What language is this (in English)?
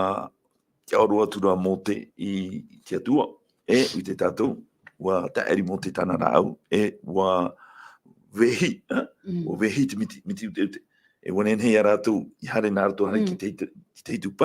Tahitian